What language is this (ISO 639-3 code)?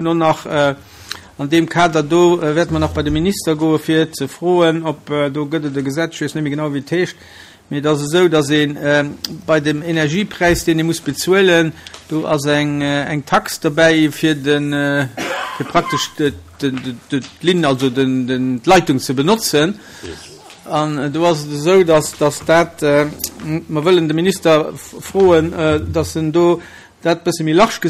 ltz